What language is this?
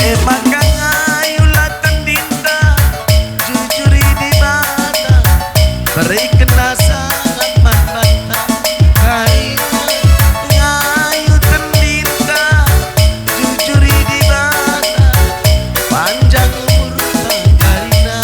Batak Karo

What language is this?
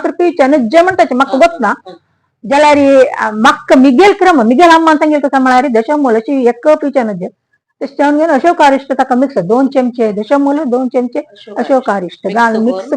Konkani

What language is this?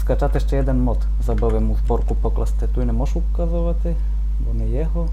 Rusyn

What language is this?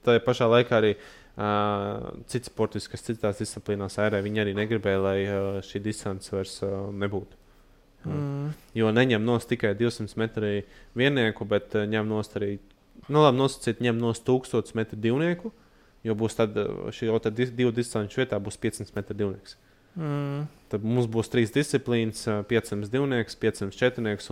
Latvian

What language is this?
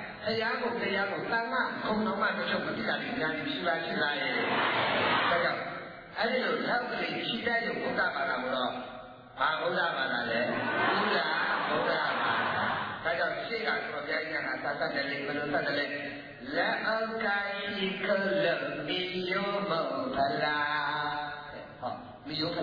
Burmese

